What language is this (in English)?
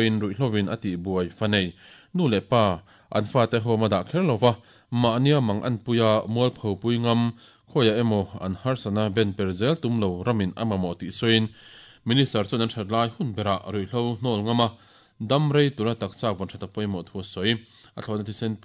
Mizo